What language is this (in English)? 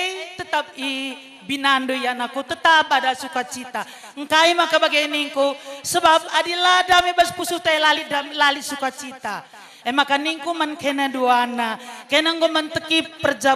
Batak Karo